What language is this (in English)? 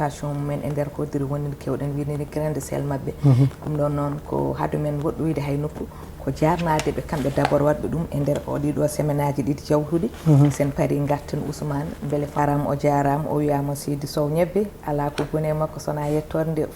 Fula